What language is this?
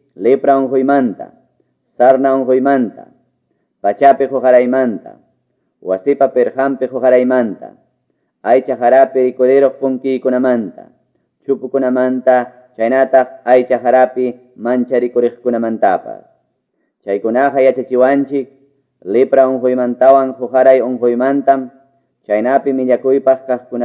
Quechua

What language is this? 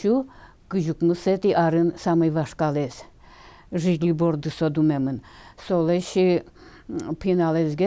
Udmurt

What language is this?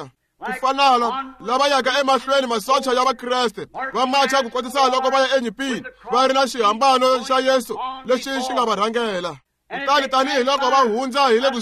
Tsonga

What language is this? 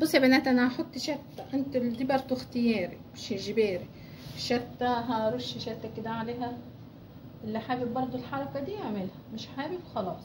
Egyptian Arabic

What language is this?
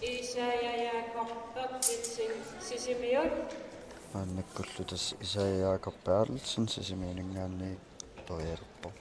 Kalaallisut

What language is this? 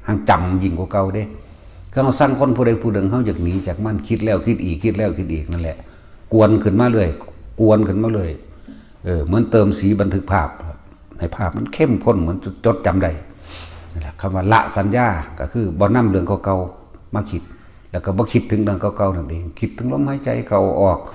Northeastern Thai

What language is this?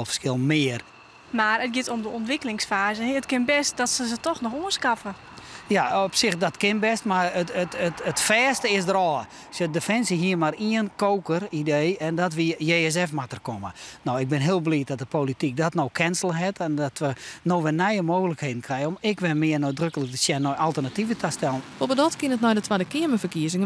Western Frisian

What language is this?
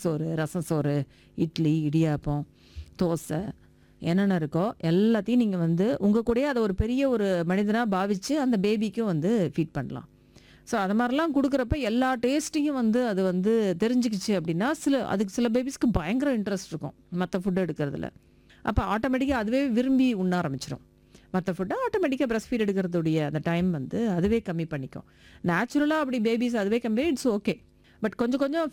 Tamil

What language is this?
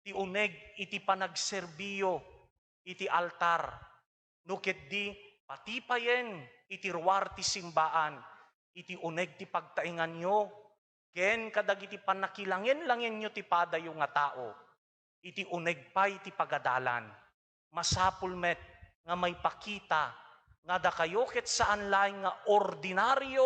Iloko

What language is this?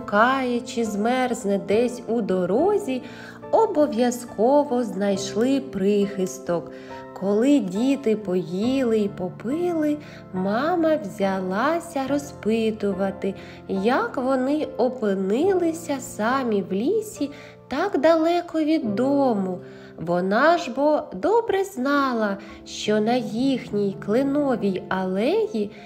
Ukrainian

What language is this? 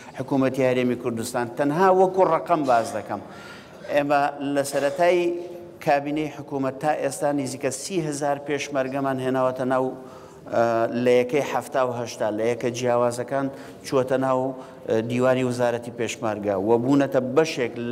Central Kurdish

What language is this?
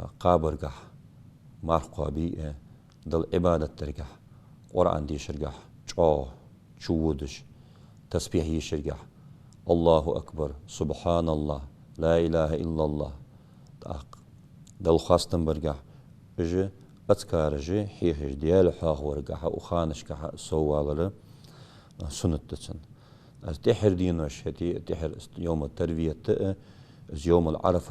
Ingush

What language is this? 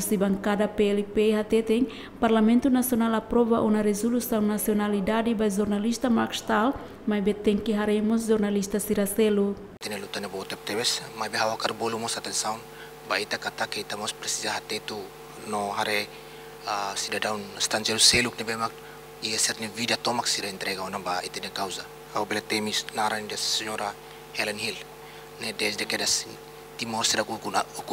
Tetum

